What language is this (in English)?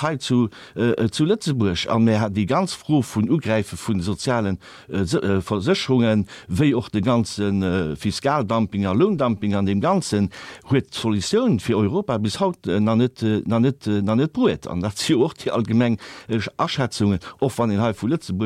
Luxembourgish